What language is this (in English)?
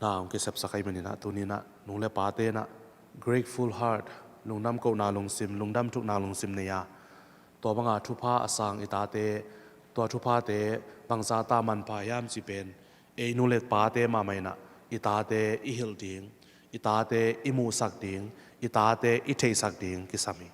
Tedim Chin